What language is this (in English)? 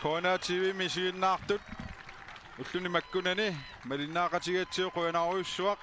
Kalaallisut